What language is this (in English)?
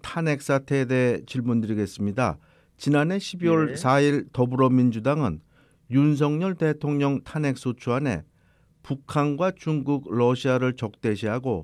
Korean